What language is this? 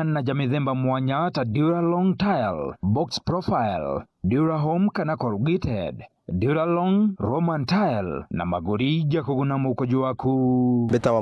Meru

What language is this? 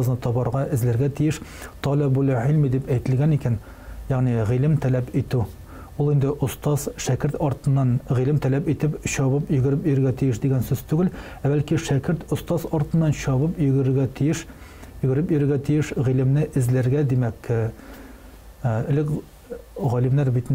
Tatar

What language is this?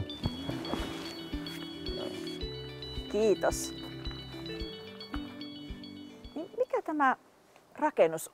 Finnish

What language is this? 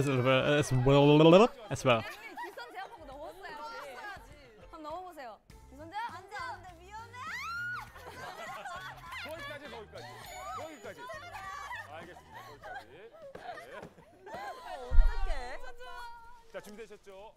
Korean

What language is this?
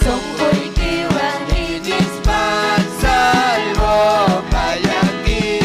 Ayacucho Quechua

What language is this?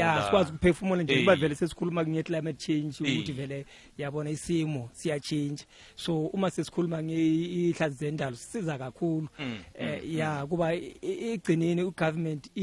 South Ndebele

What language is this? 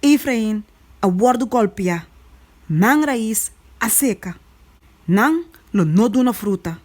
Papiamento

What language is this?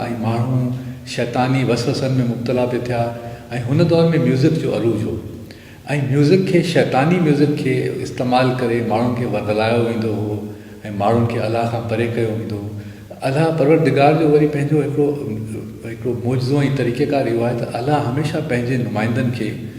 Sindhi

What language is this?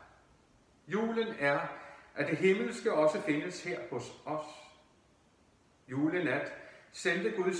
Danish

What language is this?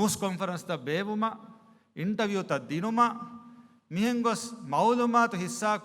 Divehi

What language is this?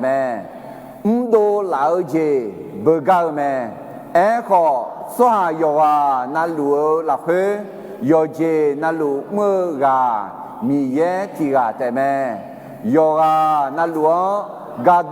Akha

